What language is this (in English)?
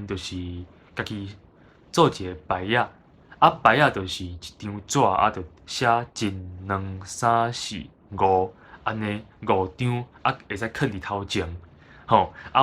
Min Nan Chinese